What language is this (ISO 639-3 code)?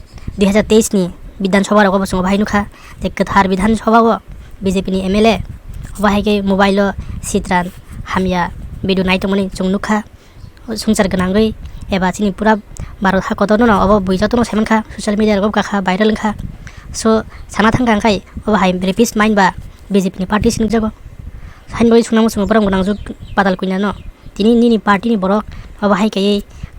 trp